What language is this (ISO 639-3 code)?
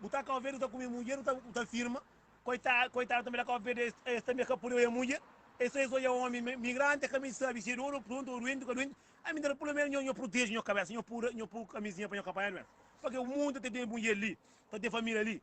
kea